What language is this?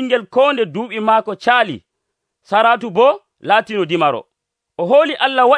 Nigerian Fulfulde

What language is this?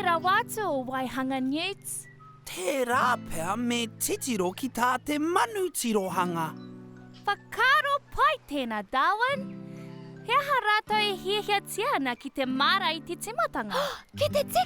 Māori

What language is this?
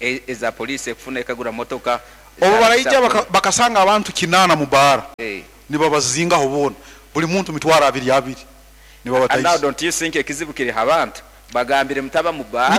Nyankole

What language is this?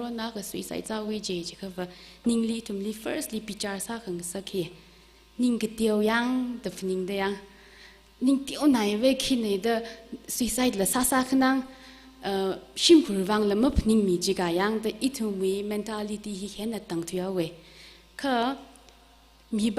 Tangkhul Naga (India)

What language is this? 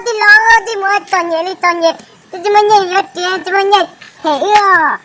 Hmong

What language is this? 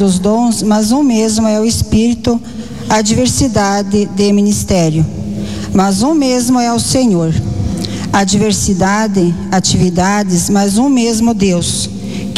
Portuguese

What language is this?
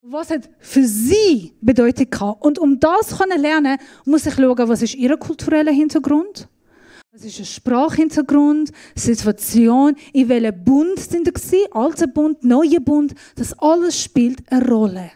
Swiss German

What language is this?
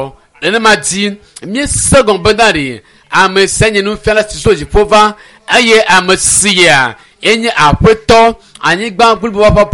Ewe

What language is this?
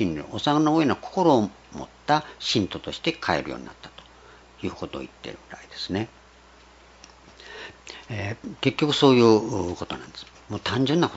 Japanese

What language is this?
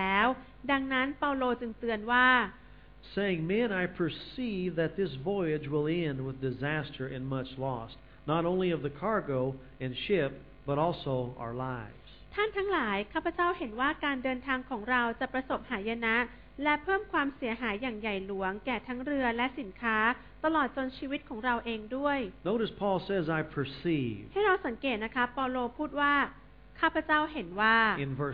Thai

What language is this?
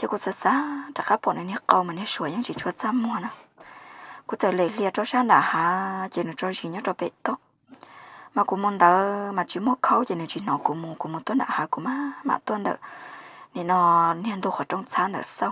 Hmong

